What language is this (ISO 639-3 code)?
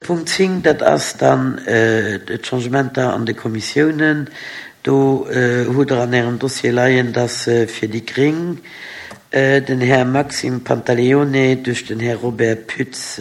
ltz